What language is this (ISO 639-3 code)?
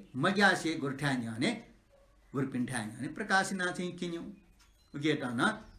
new